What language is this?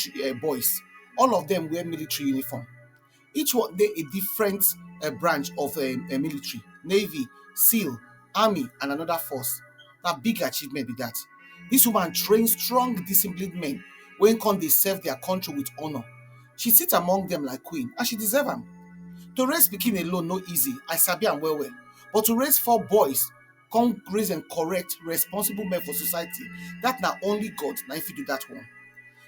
Nigerian Pidgin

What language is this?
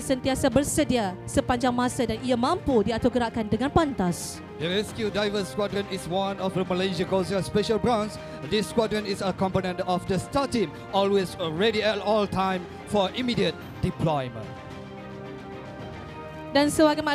Malay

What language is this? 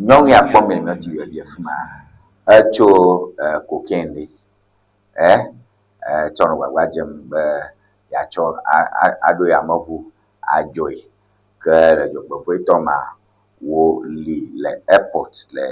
Ewe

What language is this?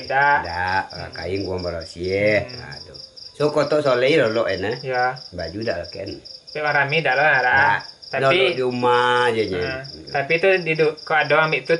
Minangkabau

